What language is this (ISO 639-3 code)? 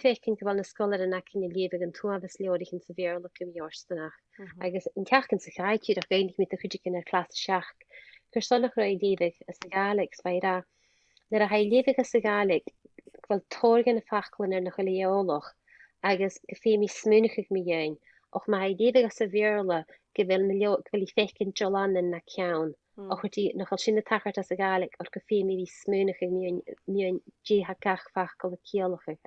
gla